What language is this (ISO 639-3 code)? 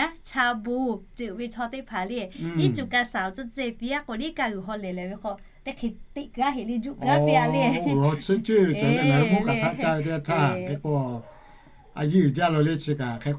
lhu